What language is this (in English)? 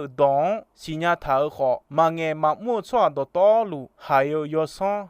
Akha